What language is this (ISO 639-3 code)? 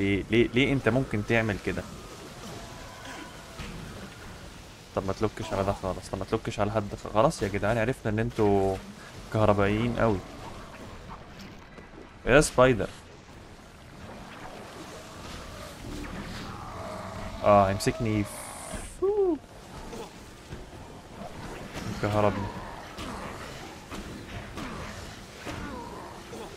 arz